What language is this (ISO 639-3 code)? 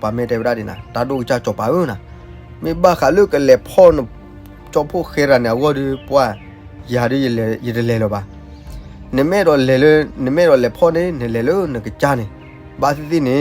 ksw